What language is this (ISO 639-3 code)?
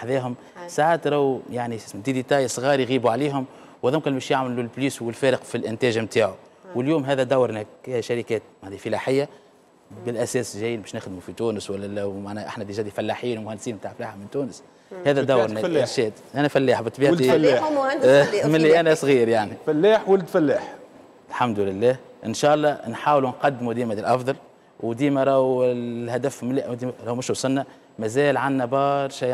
aeb